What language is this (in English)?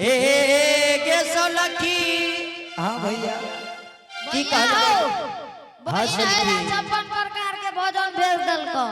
Angika